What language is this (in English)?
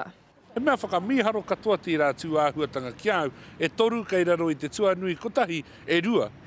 Māori